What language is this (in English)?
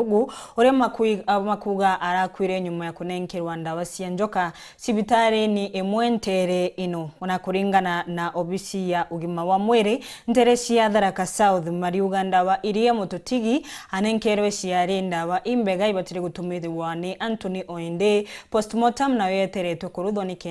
Meru